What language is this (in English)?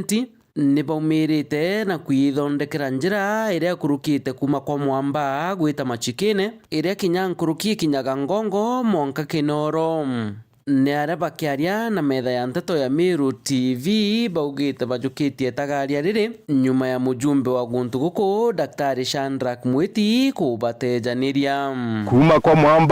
Meru